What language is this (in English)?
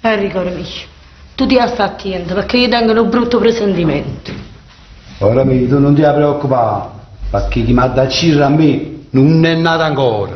Neapolitan